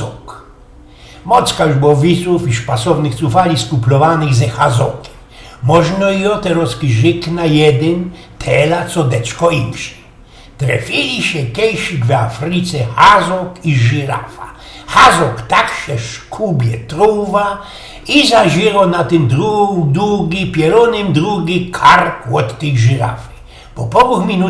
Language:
Silesian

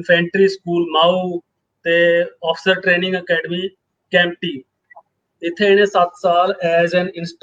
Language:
Dogri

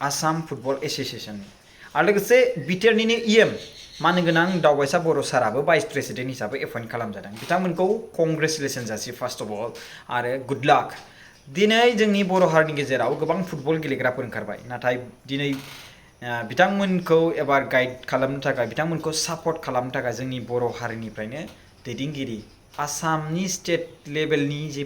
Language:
Bodo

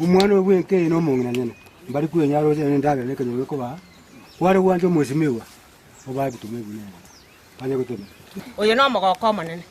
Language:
Gusii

